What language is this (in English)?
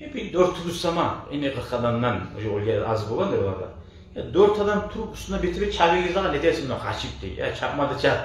Kumyk